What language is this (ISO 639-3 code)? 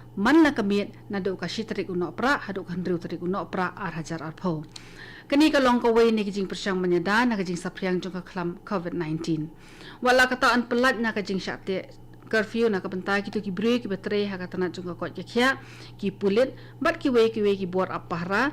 kha